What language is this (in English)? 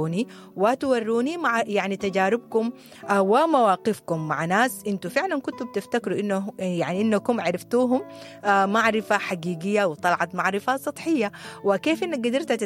Sudanese Arabic